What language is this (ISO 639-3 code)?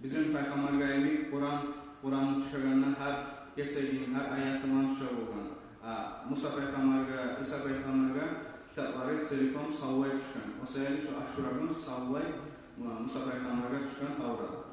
kum